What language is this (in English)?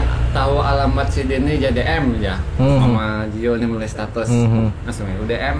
Banjar